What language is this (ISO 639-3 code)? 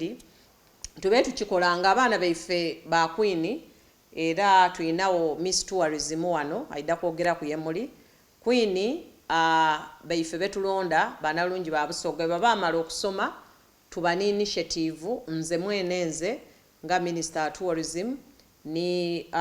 xog